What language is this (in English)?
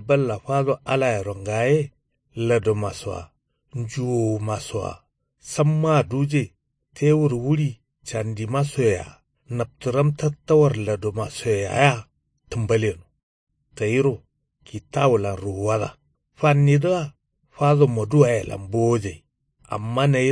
Kanuri